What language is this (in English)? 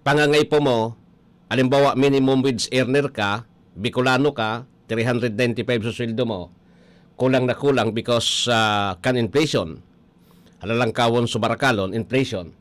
Bikol